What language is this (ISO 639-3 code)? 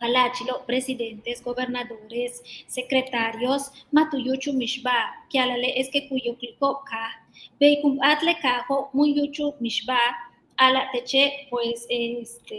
yua